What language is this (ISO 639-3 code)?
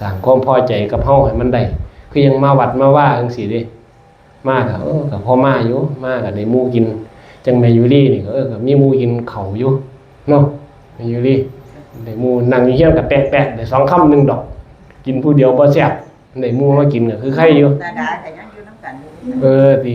tts